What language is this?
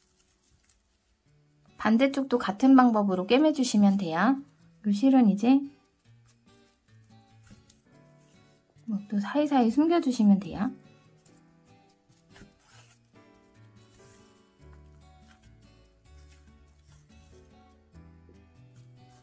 Korean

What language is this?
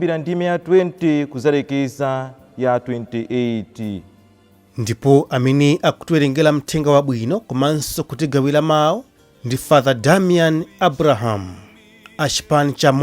Nyanja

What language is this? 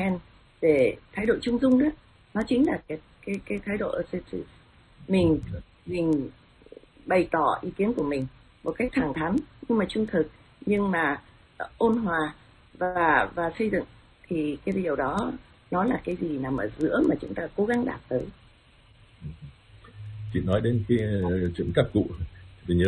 Vietnamese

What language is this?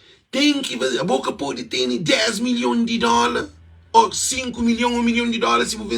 Kabuverdianu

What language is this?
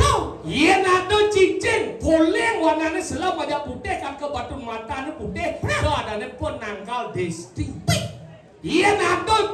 Balinese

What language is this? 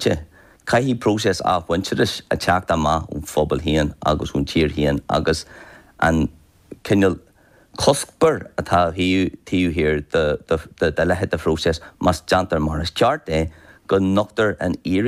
Irish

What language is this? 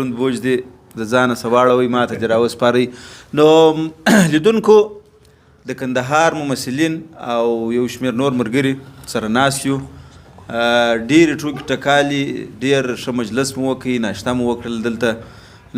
Pashto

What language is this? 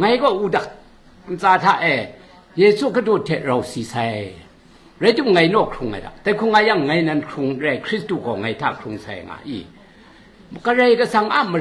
Kachin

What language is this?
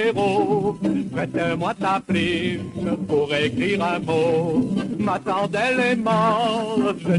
Morisyen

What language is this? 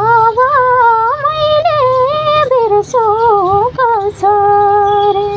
Nepali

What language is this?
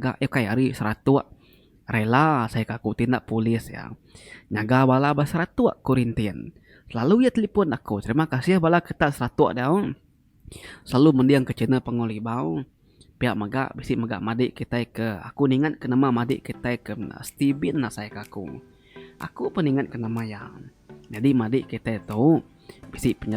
Iban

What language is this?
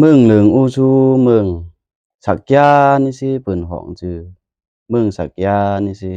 Lao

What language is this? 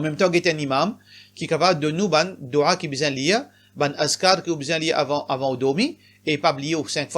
Morisyen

